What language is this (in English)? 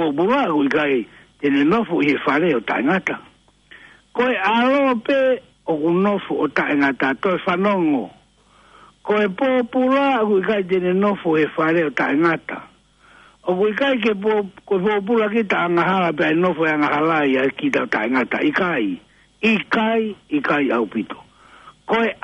Tongan